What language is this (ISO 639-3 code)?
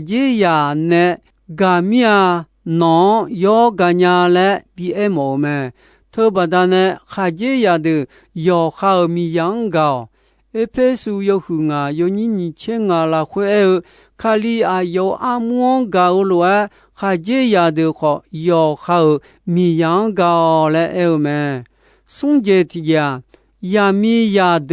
ahk